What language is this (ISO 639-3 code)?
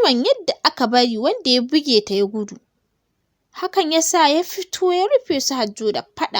hau